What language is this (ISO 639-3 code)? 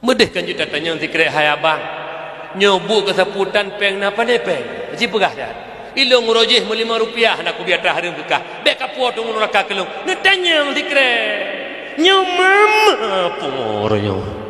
ace